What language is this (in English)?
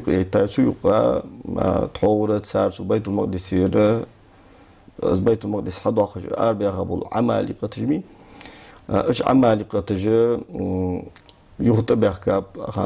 Ingush